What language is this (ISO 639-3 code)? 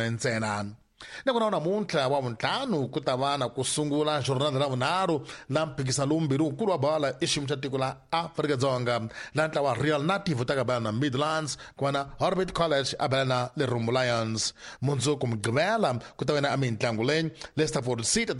tso